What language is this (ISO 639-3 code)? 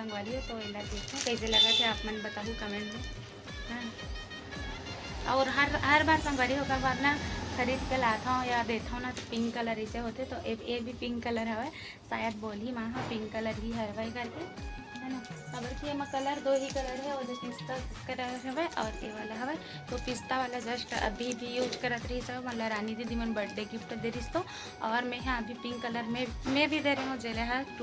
hne